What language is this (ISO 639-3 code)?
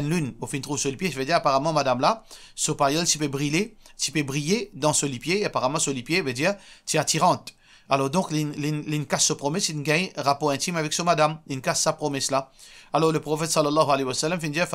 mfe